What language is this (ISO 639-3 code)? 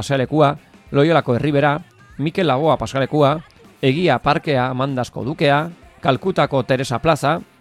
eus